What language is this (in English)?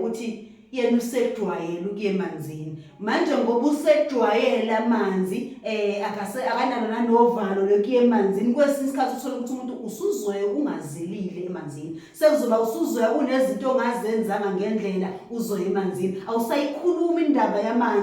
Zulu